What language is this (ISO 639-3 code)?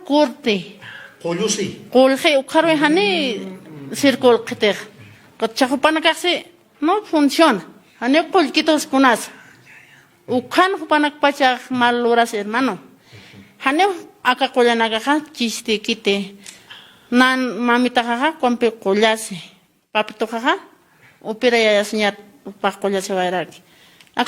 aym